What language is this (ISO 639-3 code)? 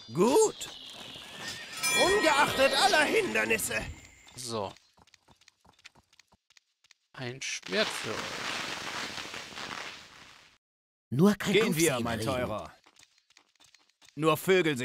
deu